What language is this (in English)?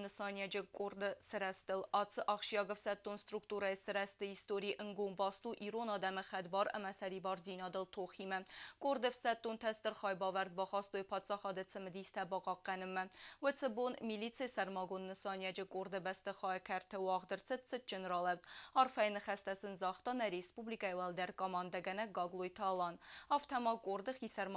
Ossetic